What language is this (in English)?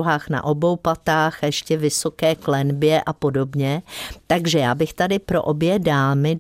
Czech